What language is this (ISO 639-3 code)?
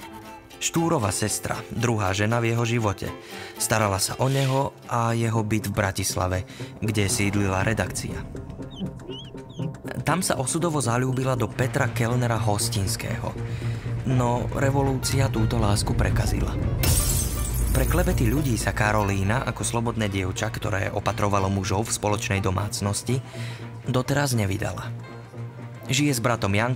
slk